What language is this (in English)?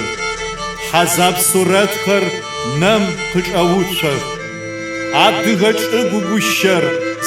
Adyghe